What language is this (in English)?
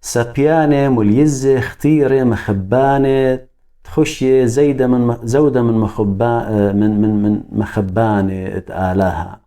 Assyrian Neo-Aramaic